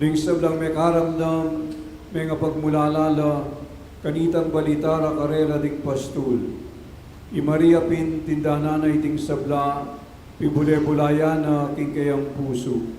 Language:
Pampanga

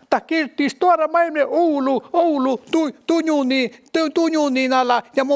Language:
Northern Sami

